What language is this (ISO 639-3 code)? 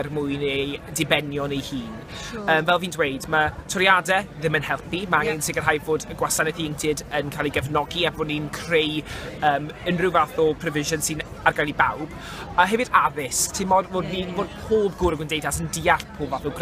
cym